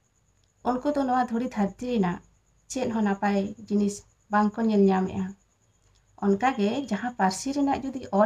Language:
Santali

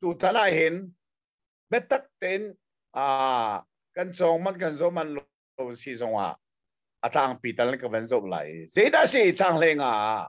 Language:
Hakha Chin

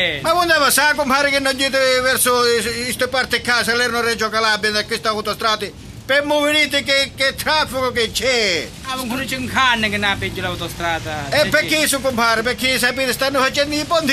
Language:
Sicilian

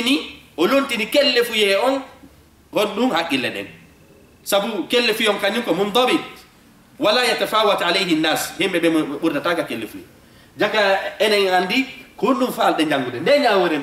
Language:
Fula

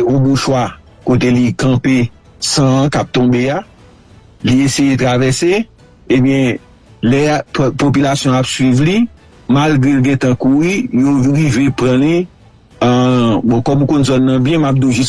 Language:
Haitian Creole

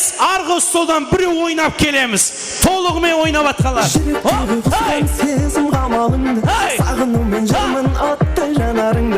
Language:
Kara-Kalpak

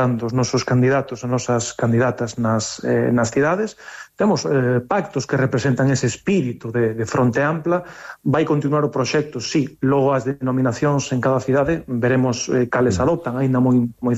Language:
Galician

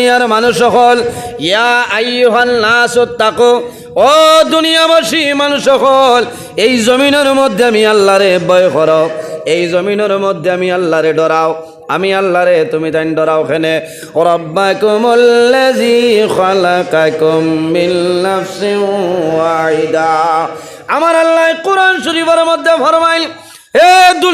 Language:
Sylheti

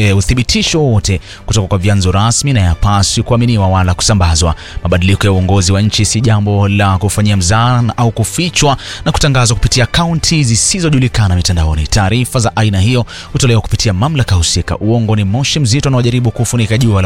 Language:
Swahili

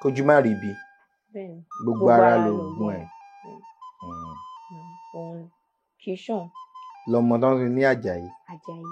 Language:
Yoruba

